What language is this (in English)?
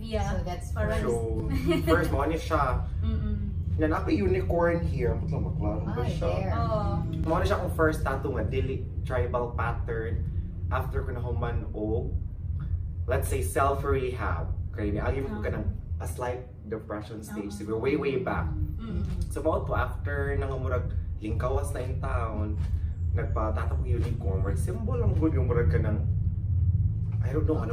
Cebuano